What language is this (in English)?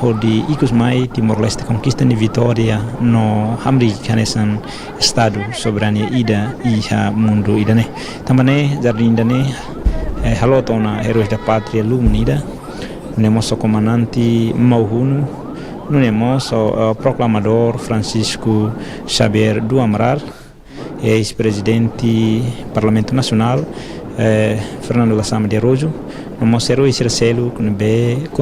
Tetum